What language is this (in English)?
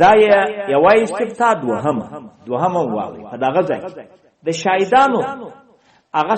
Pashto